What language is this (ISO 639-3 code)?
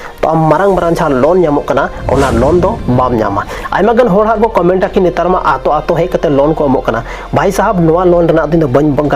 sat